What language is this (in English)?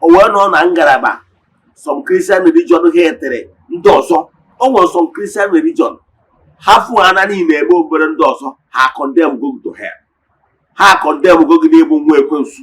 Igbo